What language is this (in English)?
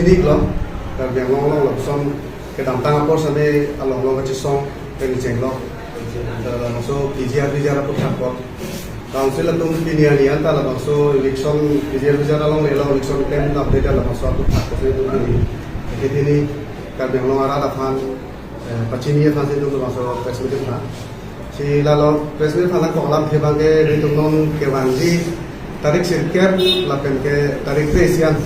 Karbi